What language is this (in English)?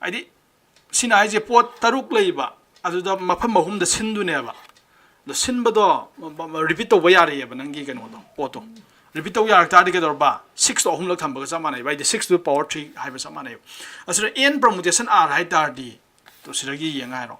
Manipuri